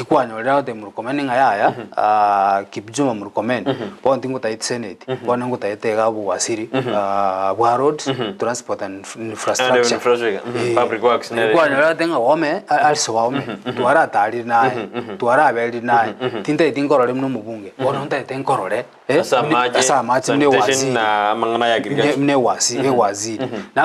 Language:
Gusii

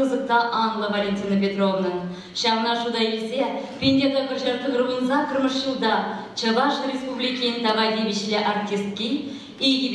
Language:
Chuvash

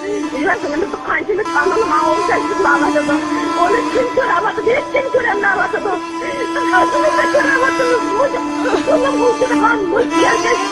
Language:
Uyghur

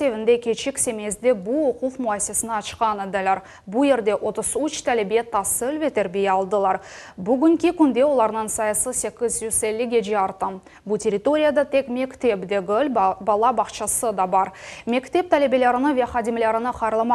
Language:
Crimean Tatar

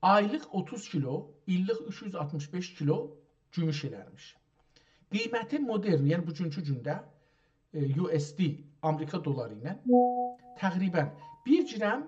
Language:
South Azerbaijani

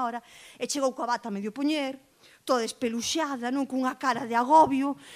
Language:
Galician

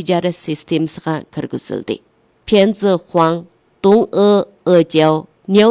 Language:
Uyghur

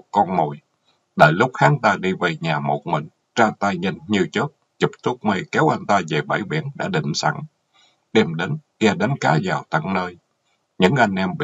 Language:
Vietnamese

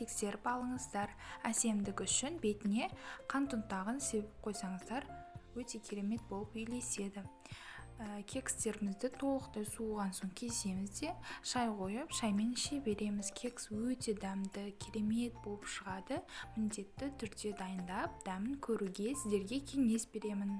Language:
Kazakh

